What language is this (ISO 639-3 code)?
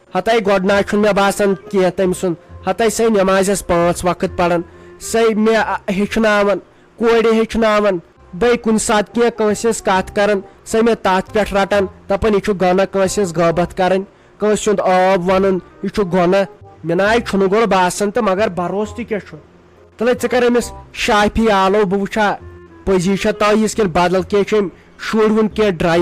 kas